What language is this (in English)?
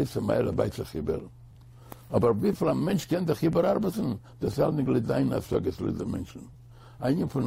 Yiddish